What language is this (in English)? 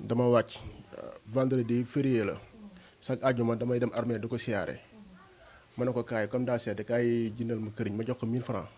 Wolof